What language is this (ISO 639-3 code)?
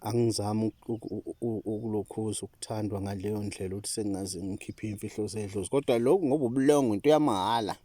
zul